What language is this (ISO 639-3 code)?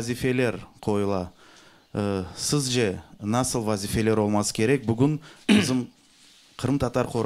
crh